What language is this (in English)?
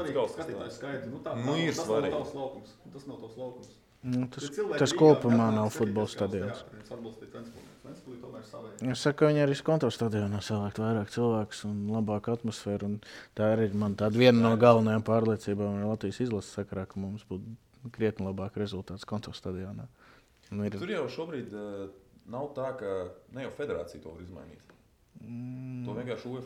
Latvian